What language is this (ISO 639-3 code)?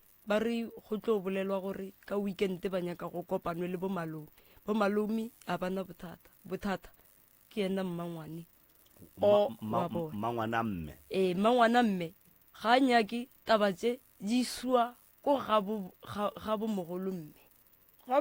nso